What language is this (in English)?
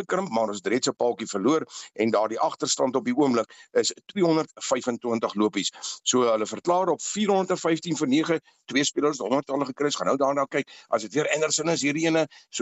Afrikaans